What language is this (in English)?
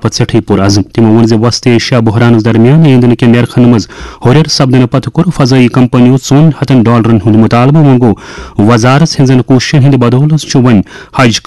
Kashmiri